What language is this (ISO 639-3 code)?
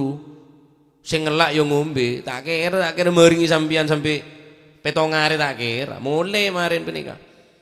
mad